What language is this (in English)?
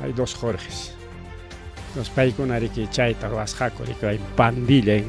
Ayacucho Quechua